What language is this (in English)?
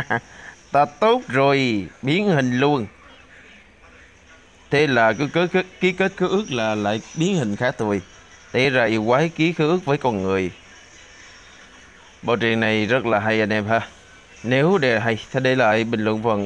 Vietnamese